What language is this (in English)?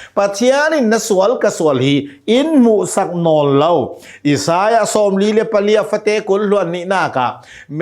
Hakha Chin